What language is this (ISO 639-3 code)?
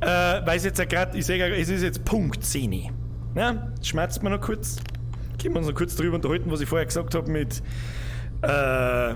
bar